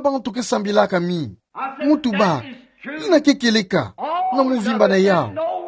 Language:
Kituba (Democratic Republic of Congo)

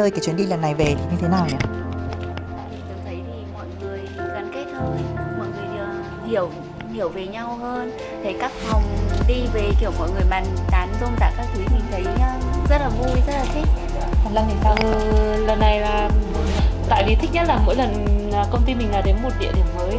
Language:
Vietnamese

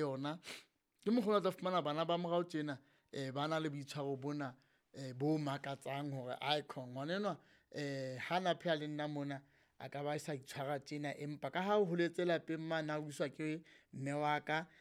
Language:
Southern Sotho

